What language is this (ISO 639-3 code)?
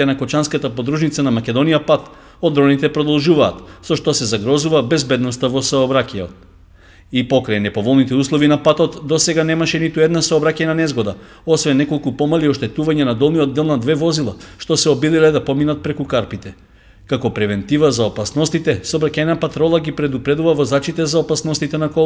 mkd